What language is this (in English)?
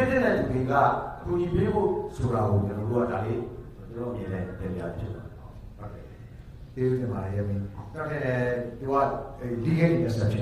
Burmese